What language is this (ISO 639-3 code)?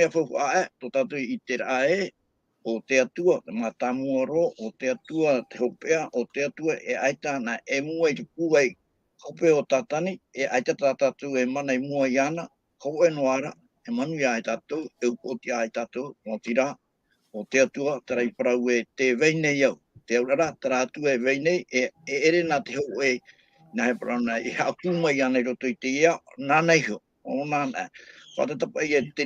tah